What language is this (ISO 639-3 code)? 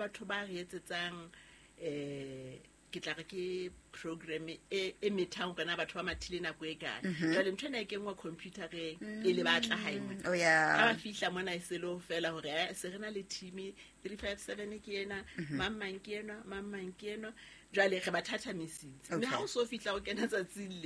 sot